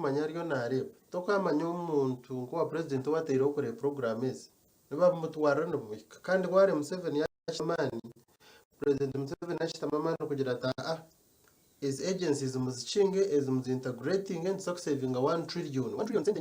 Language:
Nyankole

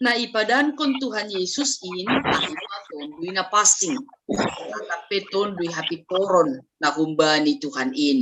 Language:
Batak Simalungun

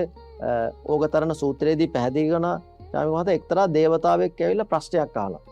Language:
Sinhala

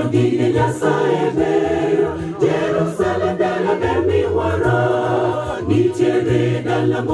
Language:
Luo (Kenya and Tanzania)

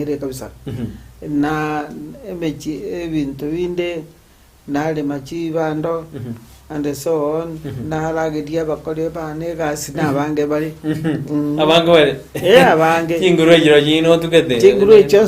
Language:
Gusii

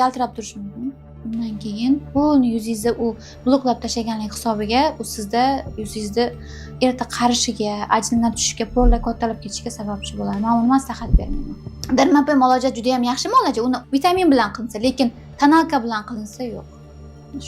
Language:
Uzbek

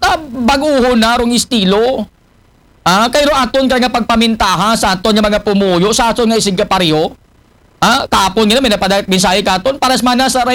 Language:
Aklanon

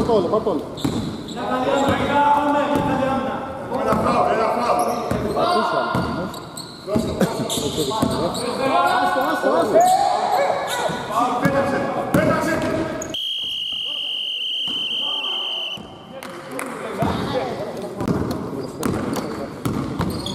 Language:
Greek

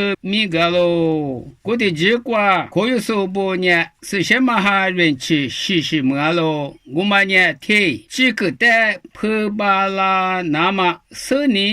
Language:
Lisu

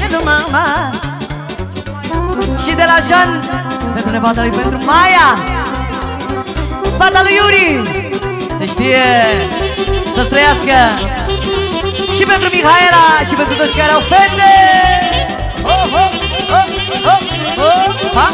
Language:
Romanian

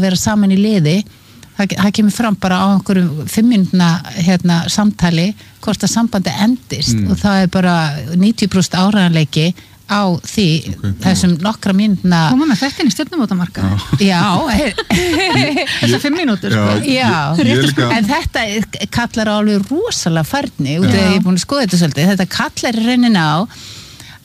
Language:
Icelandic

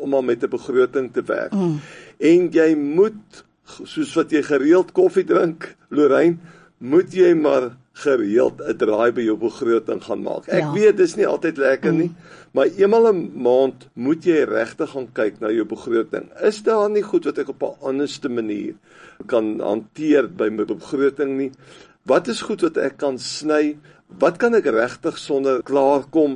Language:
Afrikaans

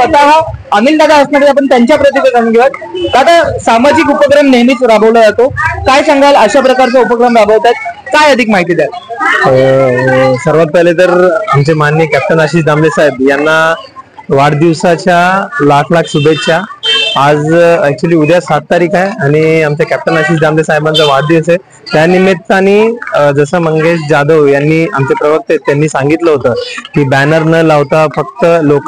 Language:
Marathi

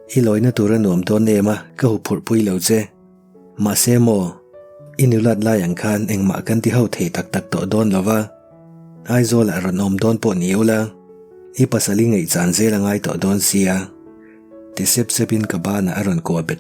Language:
Mizo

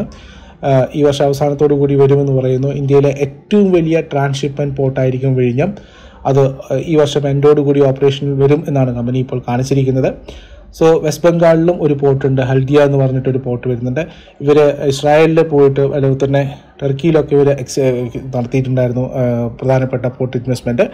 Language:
Malayalam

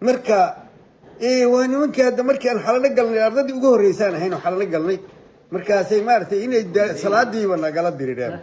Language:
Somali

